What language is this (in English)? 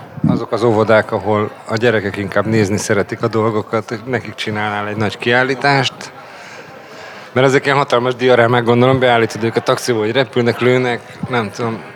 Hungarian